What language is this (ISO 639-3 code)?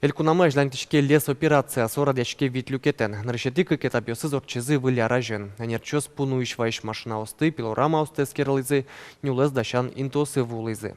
udm